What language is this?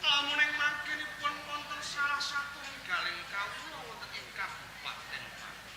Javanese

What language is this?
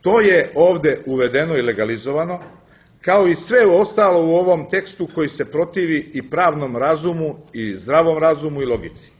Serbian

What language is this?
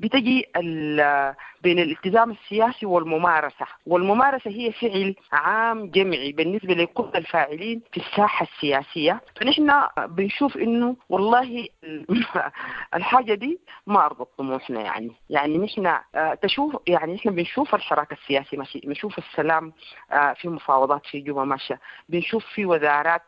Sudanese Arabic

